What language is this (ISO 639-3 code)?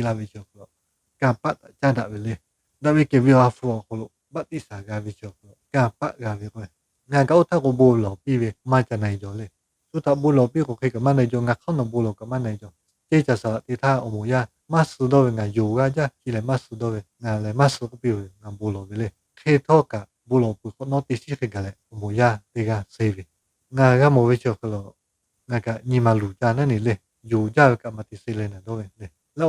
lhu